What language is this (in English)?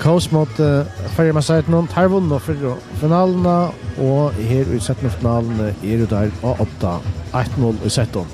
Faroese